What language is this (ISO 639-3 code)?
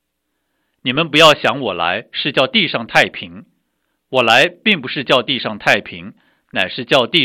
zho